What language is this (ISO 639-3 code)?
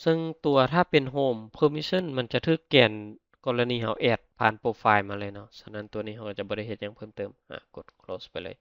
lao